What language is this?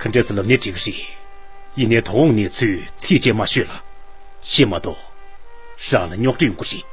Tibetan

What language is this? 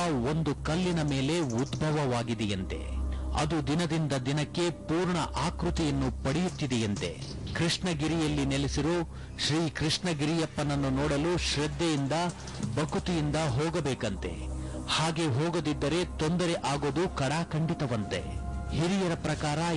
Kannada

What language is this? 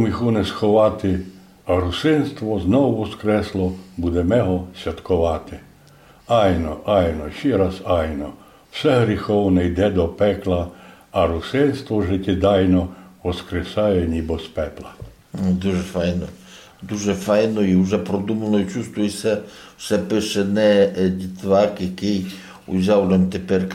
Rusyn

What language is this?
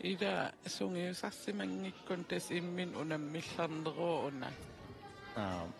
Kalaallisut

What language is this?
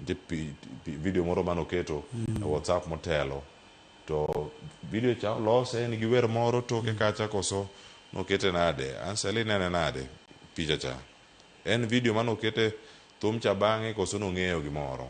Luo (Kenya and Tanzania)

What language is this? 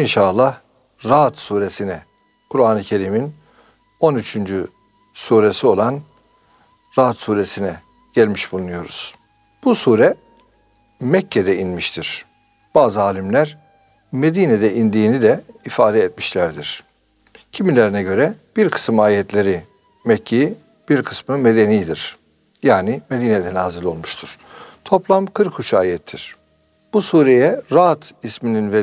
Turkish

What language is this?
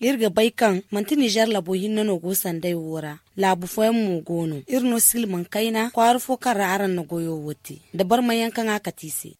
Zarma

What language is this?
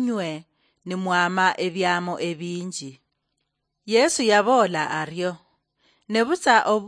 Luyia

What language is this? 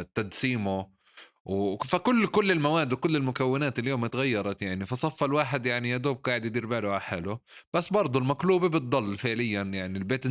North Levantine Arabic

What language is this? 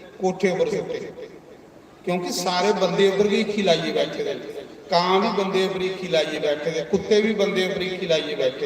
Dogri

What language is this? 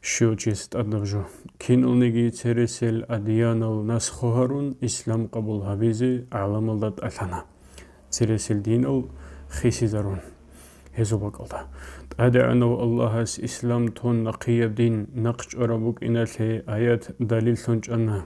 Avaric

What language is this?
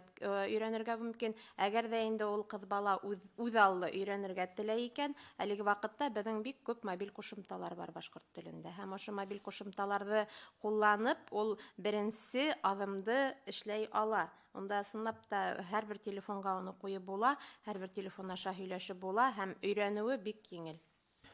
Bashkir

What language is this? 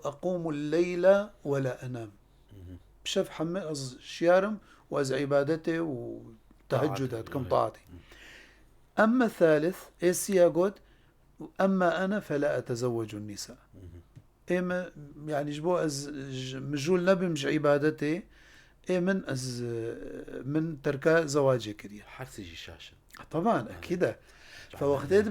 Kurdish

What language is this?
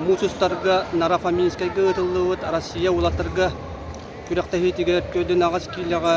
Yakut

